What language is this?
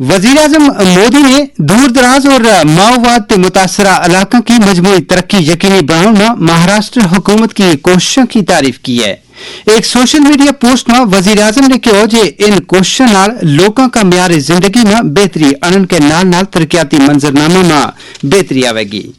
Gujari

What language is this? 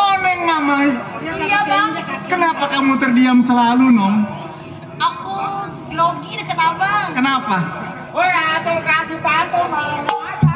Betawi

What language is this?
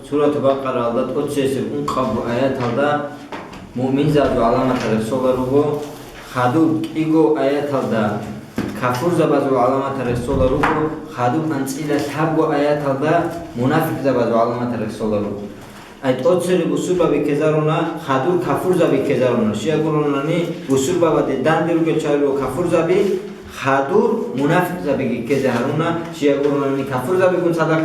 Avaric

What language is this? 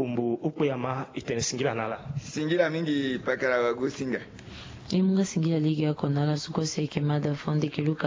Sango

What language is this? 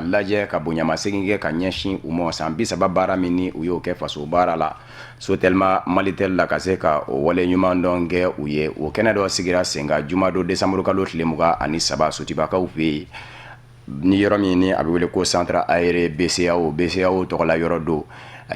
Bambara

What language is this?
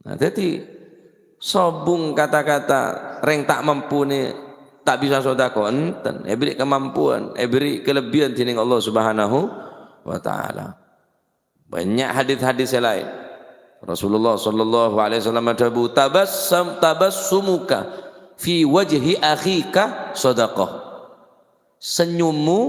Madurese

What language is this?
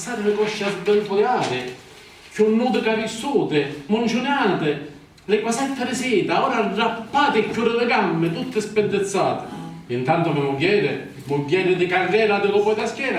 Sicilian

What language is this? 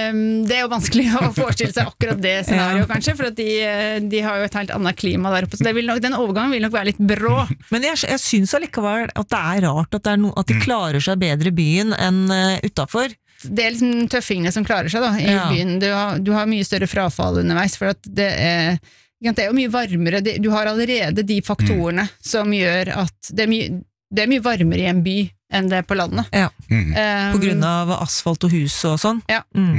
Norwegian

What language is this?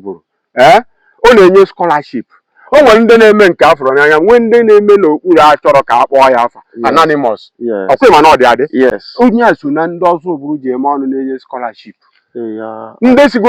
Igbo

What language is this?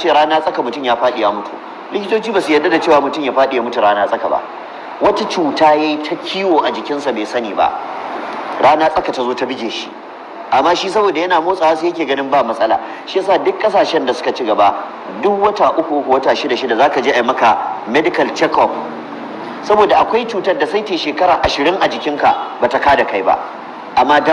Hausa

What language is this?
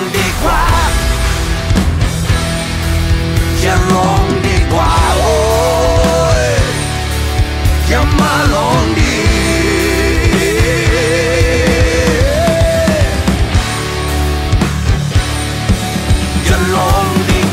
Thai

